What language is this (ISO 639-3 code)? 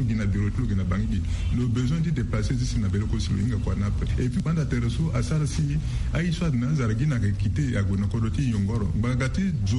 sag